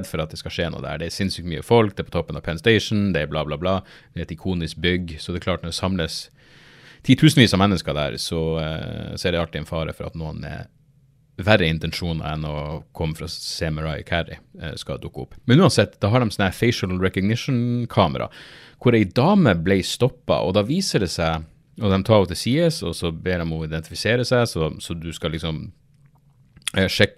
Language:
Norwegian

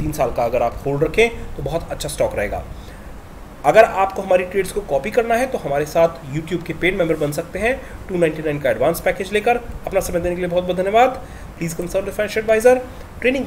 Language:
Hindi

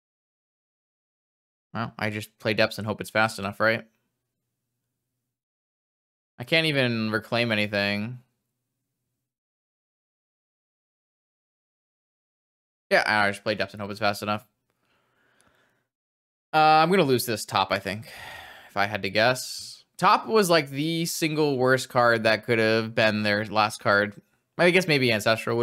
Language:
English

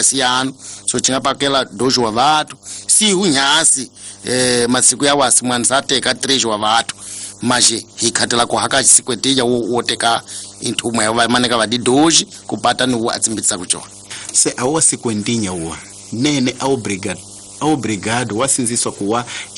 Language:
Tsonga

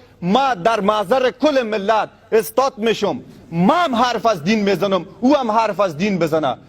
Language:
Persian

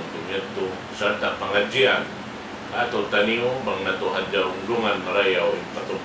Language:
Tausug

